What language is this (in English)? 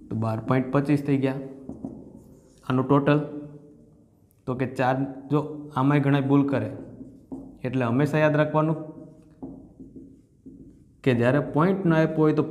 Gujarati